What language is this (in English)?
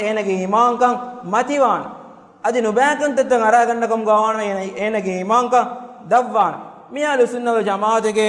Divehi